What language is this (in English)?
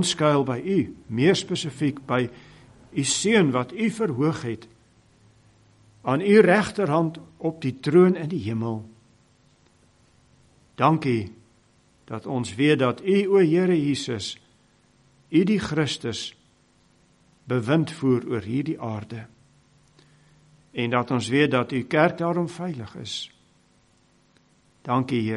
Afrikaans